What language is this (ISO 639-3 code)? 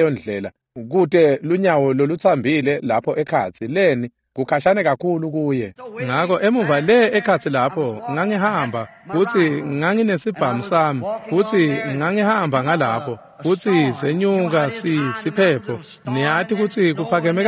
ssw